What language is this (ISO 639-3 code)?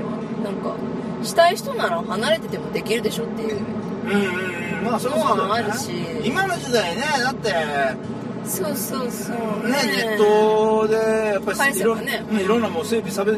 jpn